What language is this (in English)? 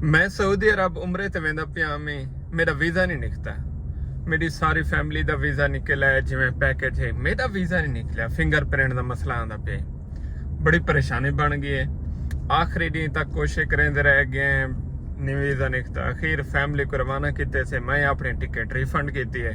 Saraiki